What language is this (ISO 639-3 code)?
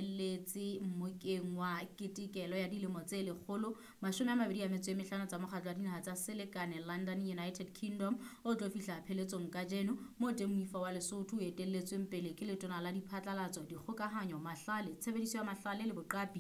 sot